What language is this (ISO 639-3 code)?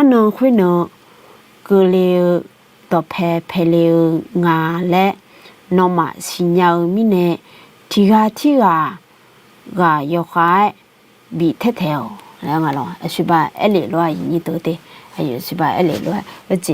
ahk